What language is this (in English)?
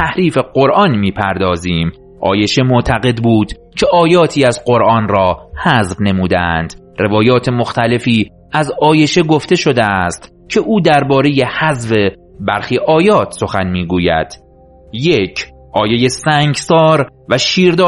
Persian